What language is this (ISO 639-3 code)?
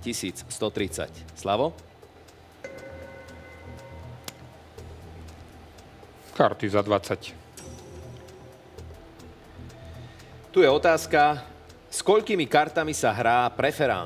slk